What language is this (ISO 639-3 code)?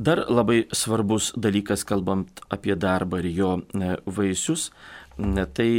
lit